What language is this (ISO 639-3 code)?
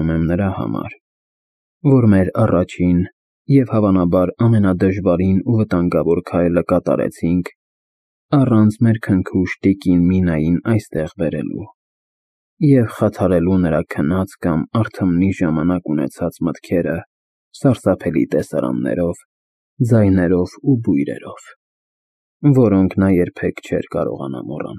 hye